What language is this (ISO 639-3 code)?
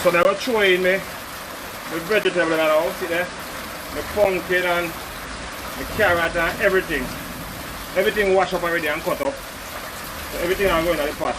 jam